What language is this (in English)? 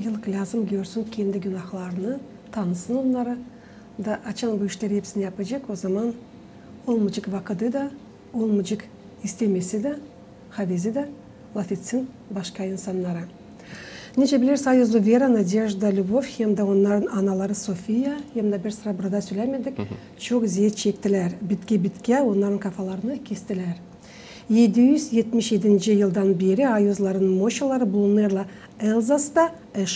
Gagauz